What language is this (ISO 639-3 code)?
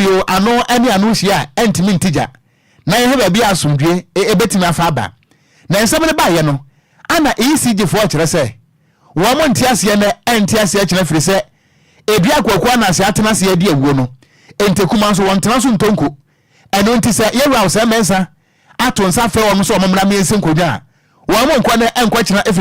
aka